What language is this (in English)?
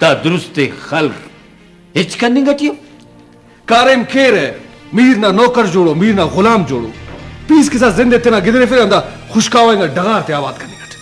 Brahui